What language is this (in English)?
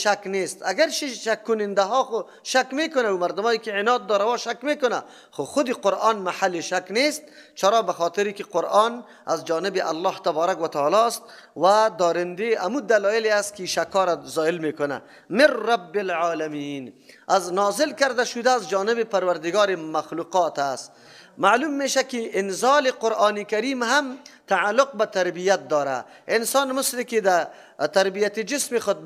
Persian